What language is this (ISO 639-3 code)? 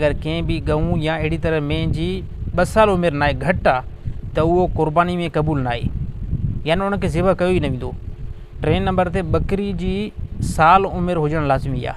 snd